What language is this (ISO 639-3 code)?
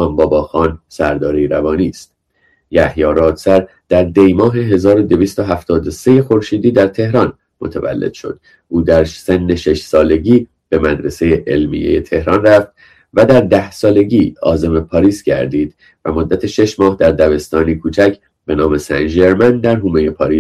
fas